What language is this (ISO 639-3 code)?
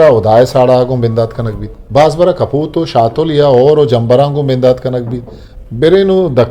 bgp